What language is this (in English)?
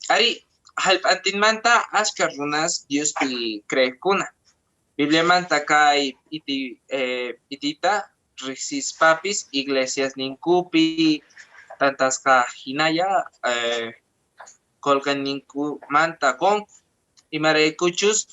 Quechua